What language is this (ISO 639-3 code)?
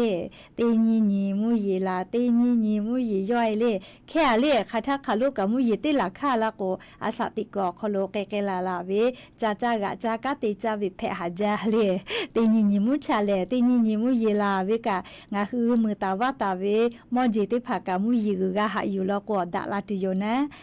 lhu